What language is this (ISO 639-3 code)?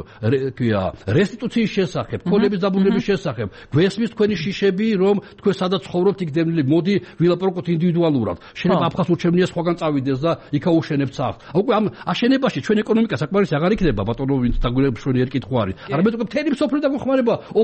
kat